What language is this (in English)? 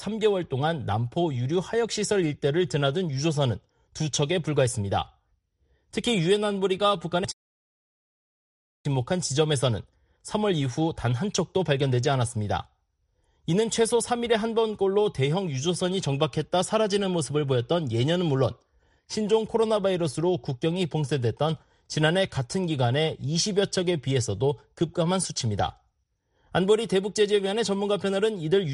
Korean